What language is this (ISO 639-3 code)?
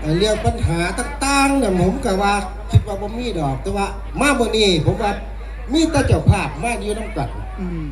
tts